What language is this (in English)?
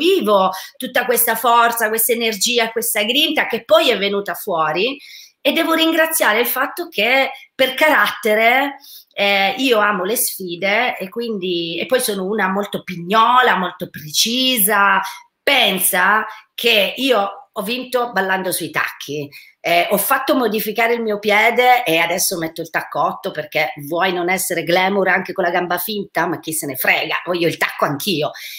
Italian